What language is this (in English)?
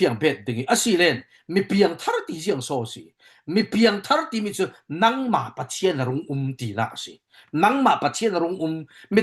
Falam Chin